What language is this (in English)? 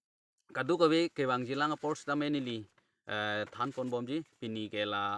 Karbi